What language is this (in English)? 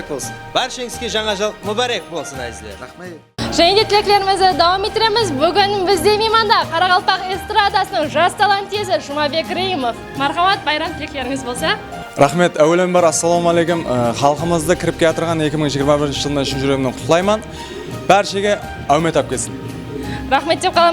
Kara-Kalpak